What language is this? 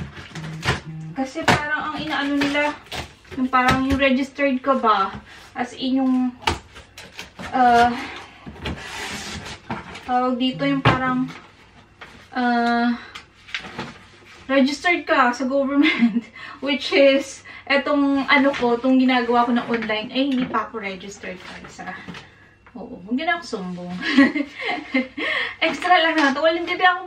Filipino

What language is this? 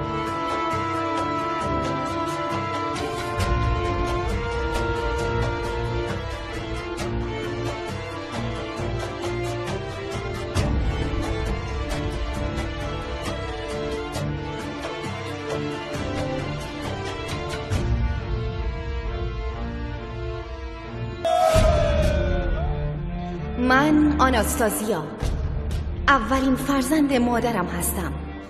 Persian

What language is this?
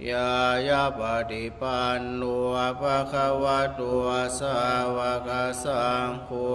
Pali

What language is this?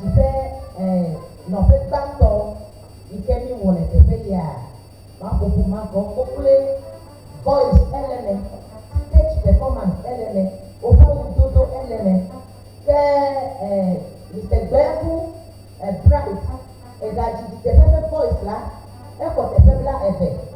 Ewe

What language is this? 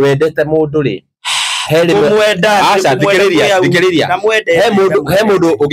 Kikuyu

